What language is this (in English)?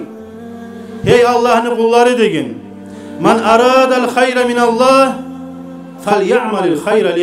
Kumyk